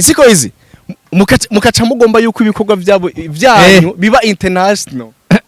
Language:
Rundi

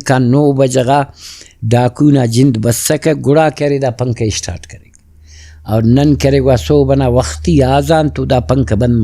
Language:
Brahui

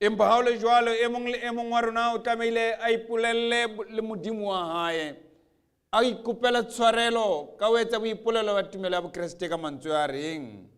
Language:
Southern Sotho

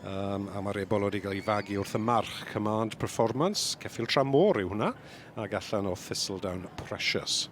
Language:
Welsh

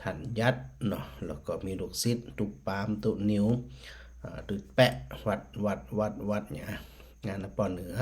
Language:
Northern Thai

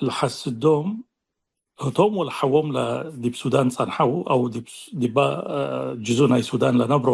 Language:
Tigre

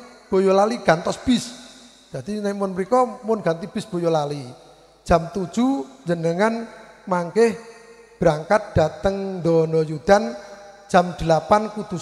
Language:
Javanese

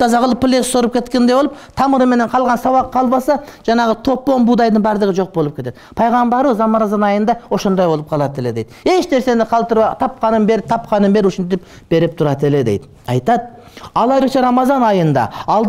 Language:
Kyrgyz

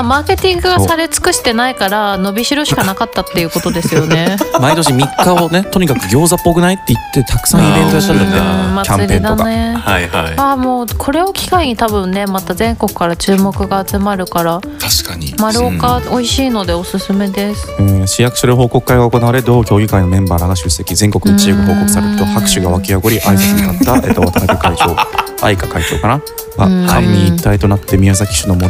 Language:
Japanese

